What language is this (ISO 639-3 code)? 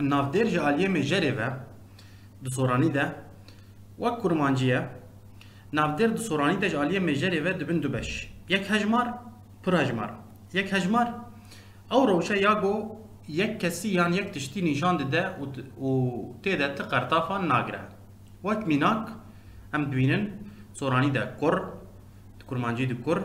kur